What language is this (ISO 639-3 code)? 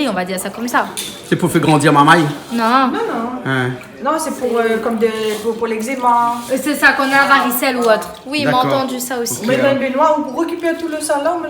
rcf